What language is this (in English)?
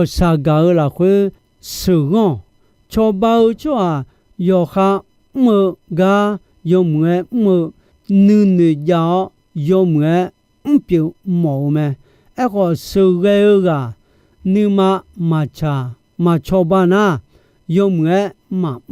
Akha